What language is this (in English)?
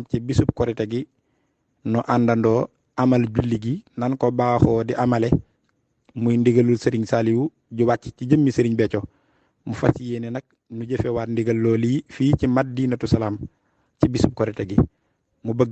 Wolof